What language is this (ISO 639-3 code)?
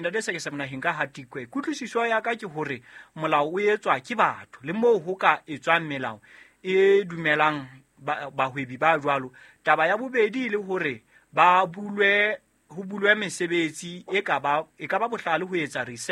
sot